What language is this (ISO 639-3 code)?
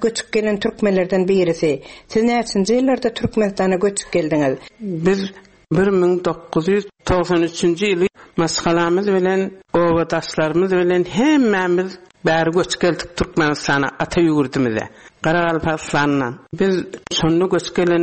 tuk